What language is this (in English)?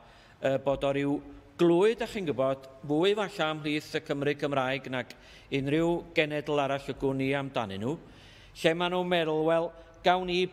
Welsh